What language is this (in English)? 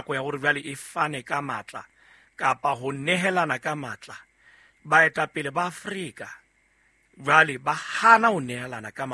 Southern Sotho